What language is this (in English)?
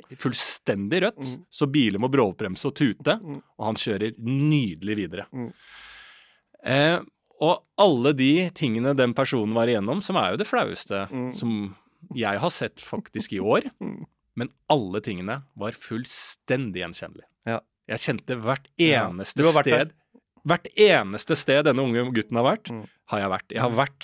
Norwegian